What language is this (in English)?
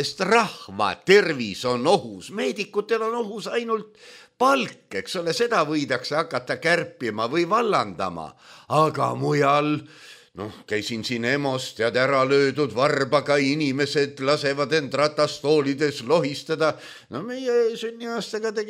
Estonian